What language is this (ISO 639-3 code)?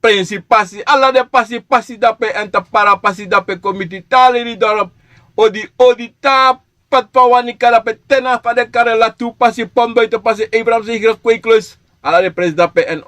srn